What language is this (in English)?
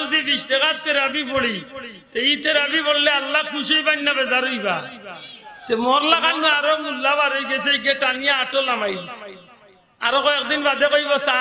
Sylheti